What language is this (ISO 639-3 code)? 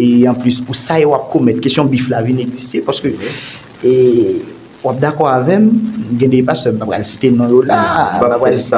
hat